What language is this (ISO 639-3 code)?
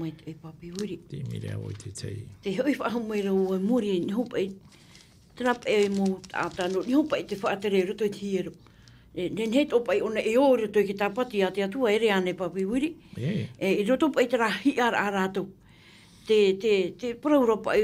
tah